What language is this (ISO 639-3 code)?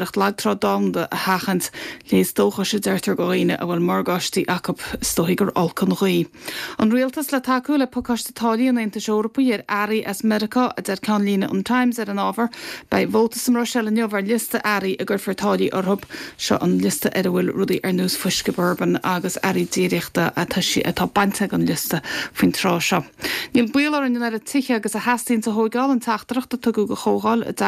gle